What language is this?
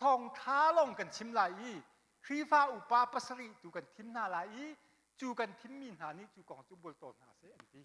Hakha Chin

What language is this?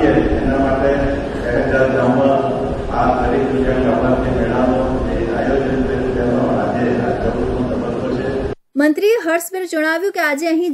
Gujarati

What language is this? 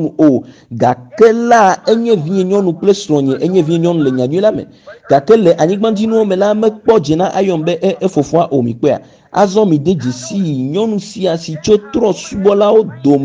Ewe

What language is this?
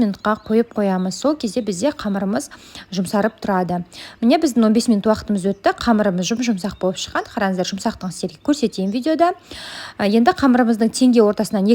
Kazakh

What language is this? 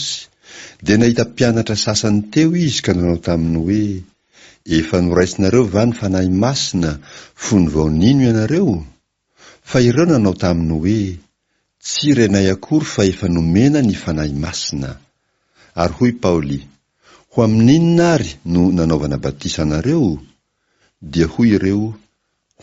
Malagasy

